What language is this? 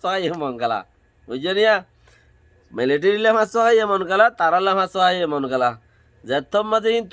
Rohingya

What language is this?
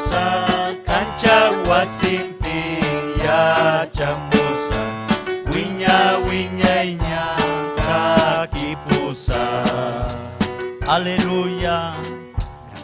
Ayacucho Quechua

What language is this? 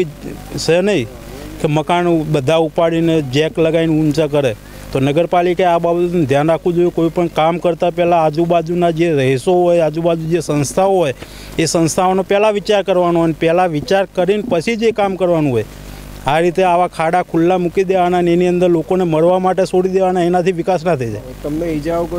Gujarati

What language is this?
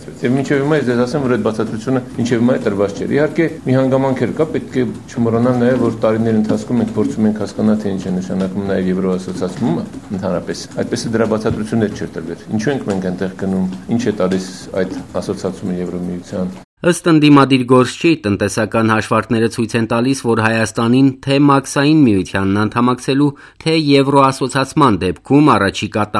Armenian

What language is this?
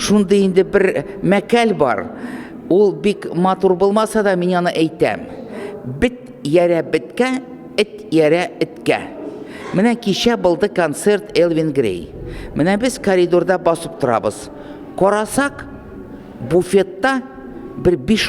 Tatar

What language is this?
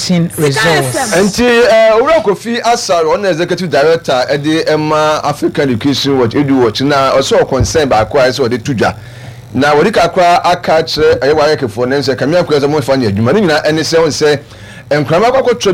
Akan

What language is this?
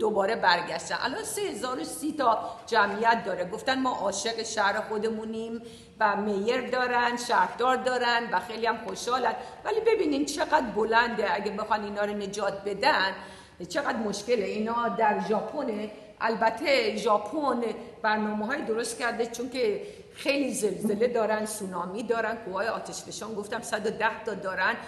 Persian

